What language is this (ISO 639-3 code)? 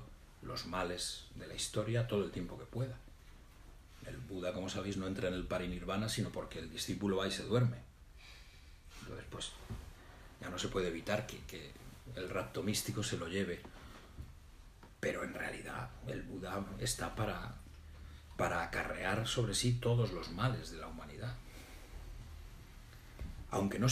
spa